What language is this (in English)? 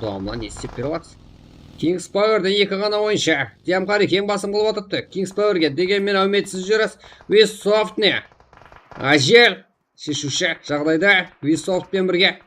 Kara-Kalpak